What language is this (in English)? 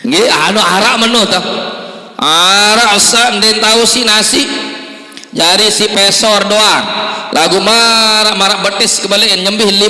Sasak